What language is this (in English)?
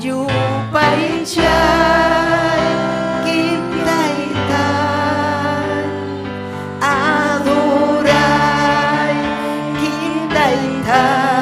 Ayacucho Quechua